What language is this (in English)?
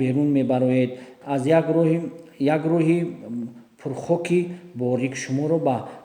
Tajik